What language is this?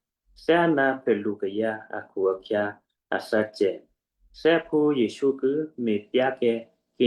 Western Kayah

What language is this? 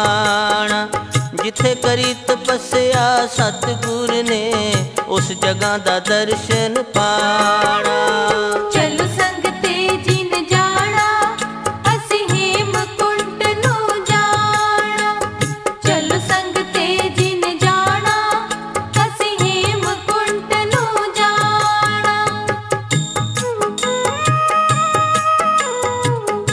Punjabi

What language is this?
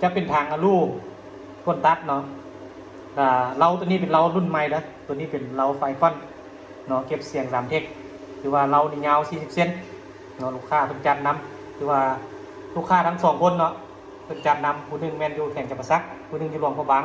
Lao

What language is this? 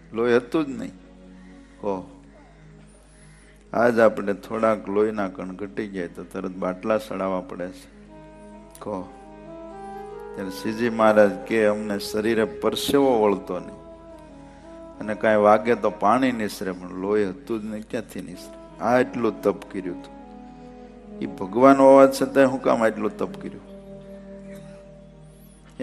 Gujarati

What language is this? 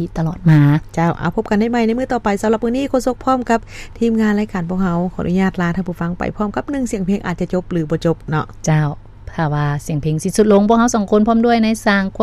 Lao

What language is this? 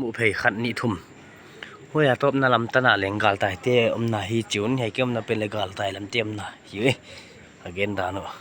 Paite Chin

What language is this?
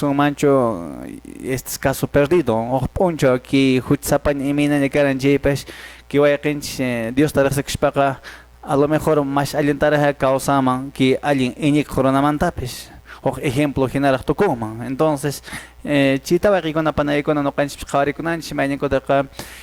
Quechua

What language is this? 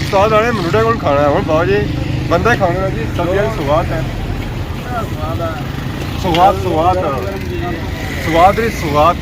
Pahari-Potwari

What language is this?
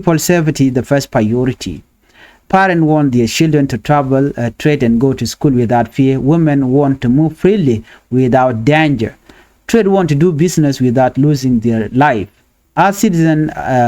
Nuer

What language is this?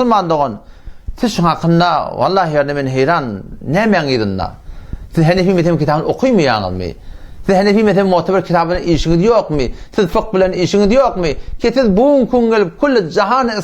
Turkmen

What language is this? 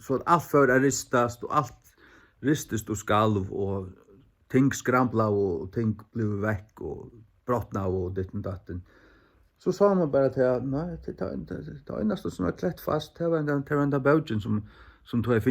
Faroese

